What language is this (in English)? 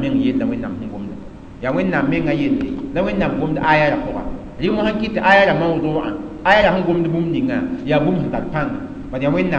Mossi